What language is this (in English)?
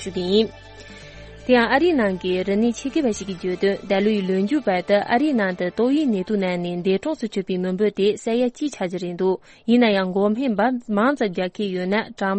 Tibetan